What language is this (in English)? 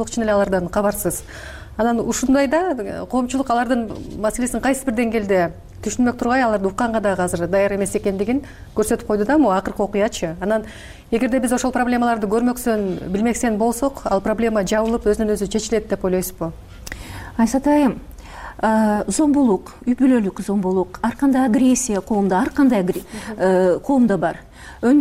Kyrgyz